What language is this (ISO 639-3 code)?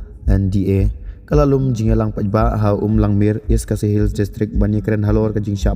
kha